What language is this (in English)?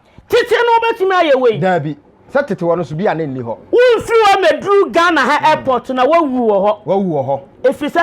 Akan